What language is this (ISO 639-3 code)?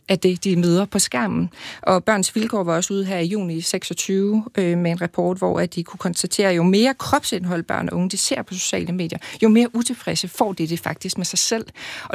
dan